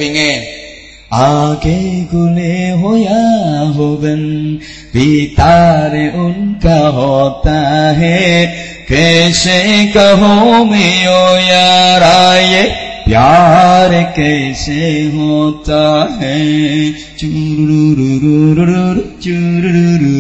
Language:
Javanese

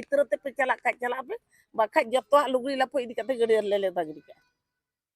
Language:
Santali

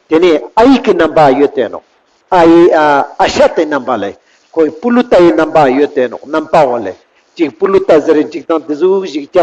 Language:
Ladakhi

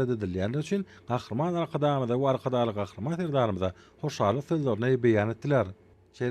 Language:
Turkmen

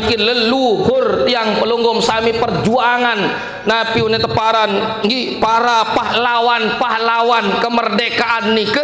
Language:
Sasak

